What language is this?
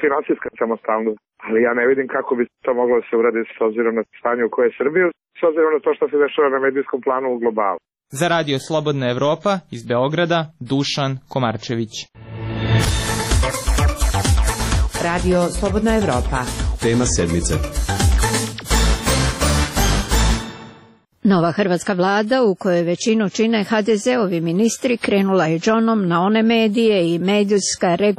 Serbian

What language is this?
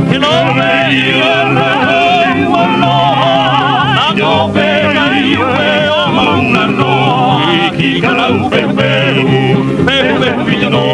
Hawaiian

